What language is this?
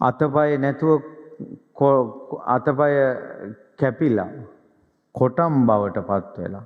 Sinhala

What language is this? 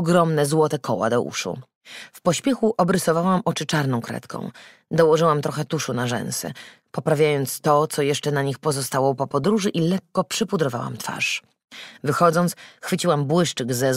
Polish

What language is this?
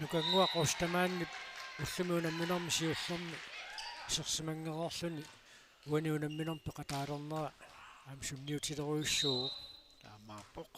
Kalaallisut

